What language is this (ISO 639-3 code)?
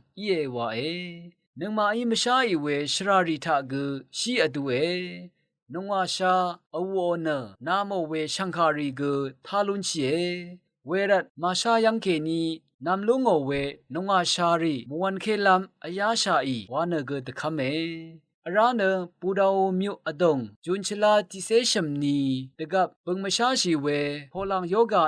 raw